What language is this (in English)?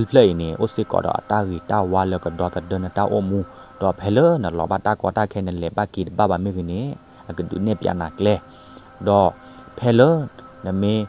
S'gaw Karen